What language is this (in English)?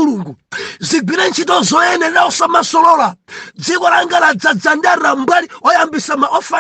Nyanja